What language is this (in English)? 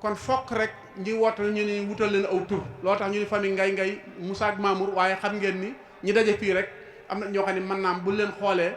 Wolof